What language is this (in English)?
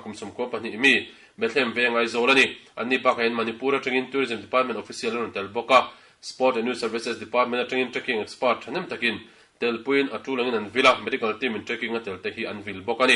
Mizo